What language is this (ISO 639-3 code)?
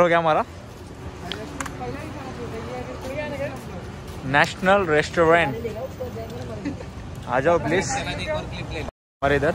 hin